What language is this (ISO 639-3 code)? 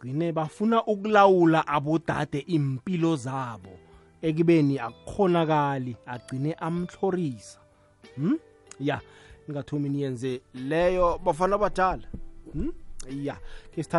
nbl